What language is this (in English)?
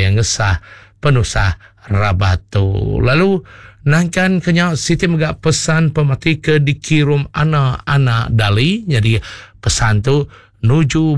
Iban